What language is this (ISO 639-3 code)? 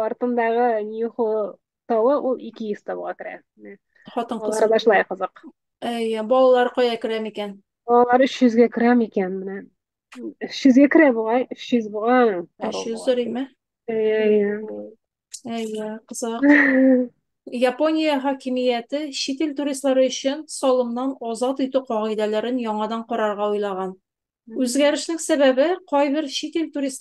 tat